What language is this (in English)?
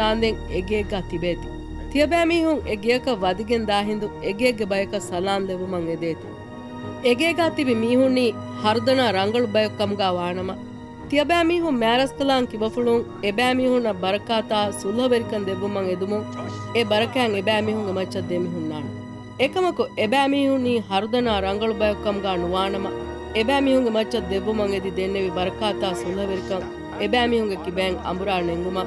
Divehi